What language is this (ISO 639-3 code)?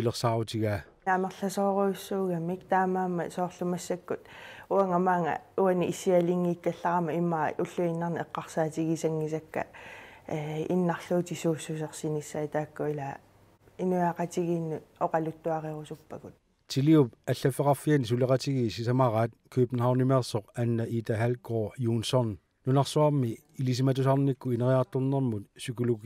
kal